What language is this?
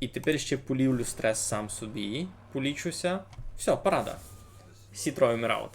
Rusyn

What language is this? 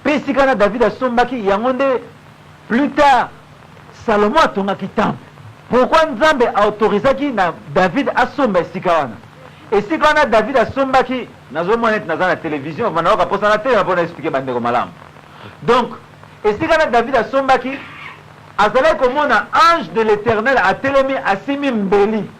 Lingala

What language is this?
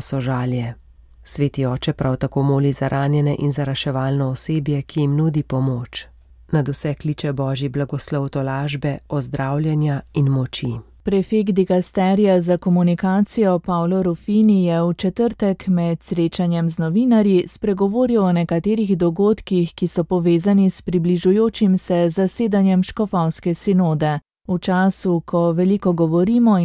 Slovenian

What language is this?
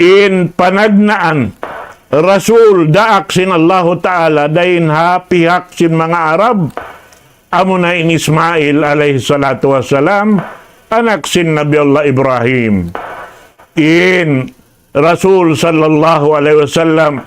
Tausug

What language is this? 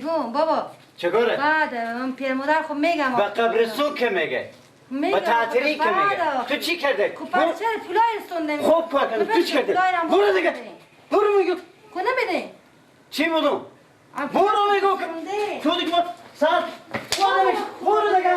Persian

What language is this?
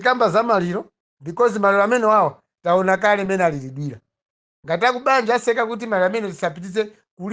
Nyanja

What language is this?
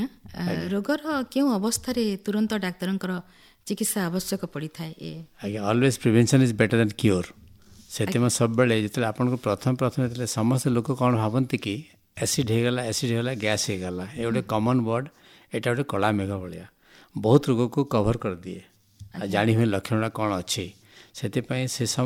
Odia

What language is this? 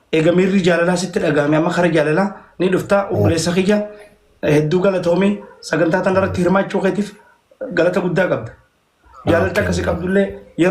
Oromo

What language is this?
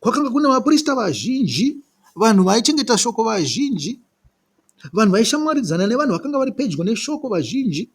Shona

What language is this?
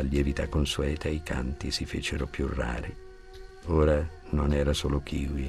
Italian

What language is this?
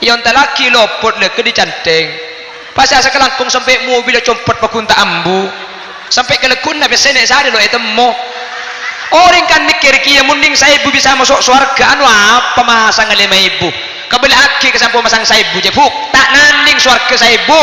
Madurese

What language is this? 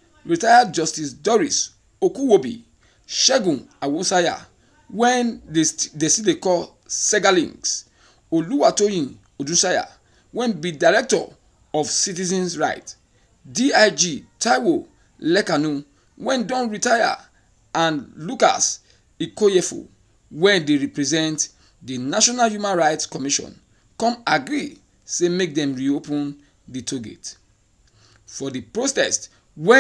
Nigerian Pidgin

